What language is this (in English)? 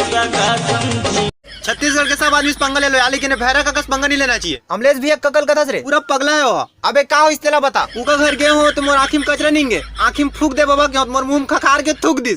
Chhattisgarhi